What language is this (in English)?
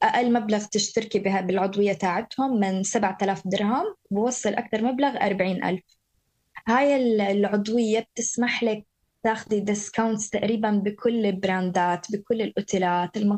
North Levantine Arabic